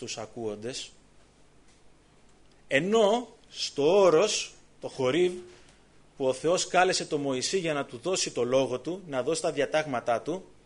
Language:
Greek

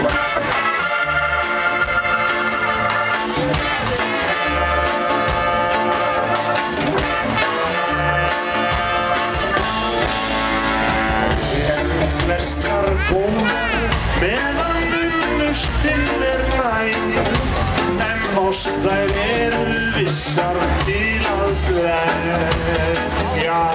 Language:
Icelandic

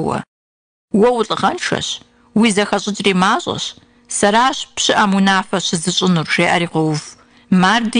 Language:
Kabardian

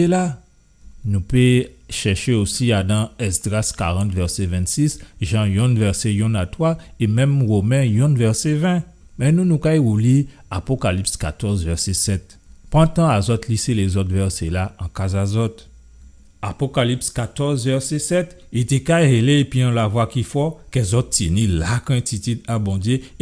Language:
Guadeloupean Creole French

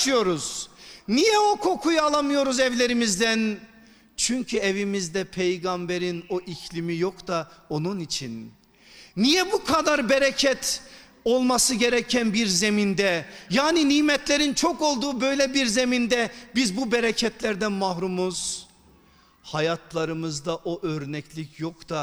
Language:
Turkish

